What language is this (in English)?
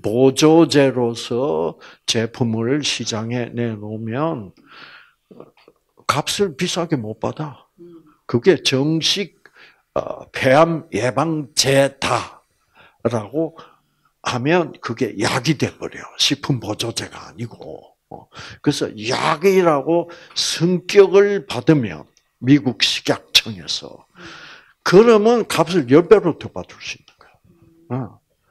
Korean